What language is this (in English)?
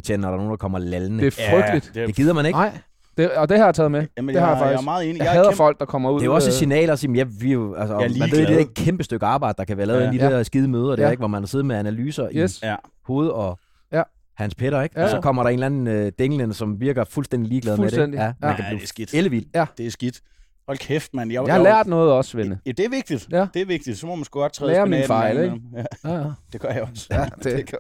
Danish